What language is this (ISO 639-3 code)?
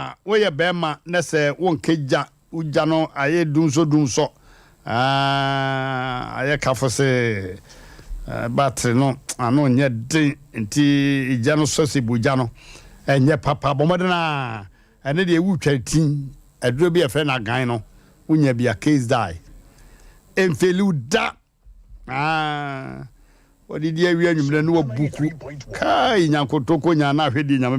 aka